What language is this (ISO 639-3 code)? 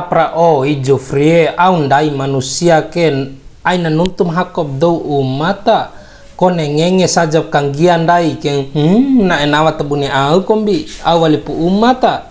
bhp